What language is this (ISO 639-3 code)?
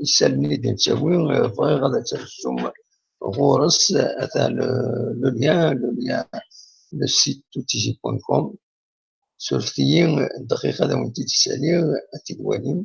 kab